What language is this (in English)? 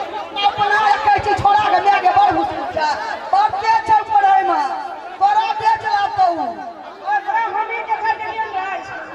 Maithili